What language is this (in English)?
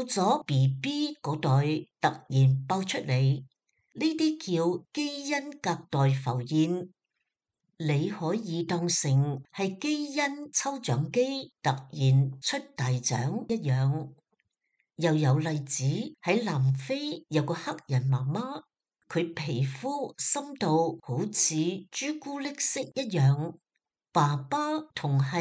Cantonese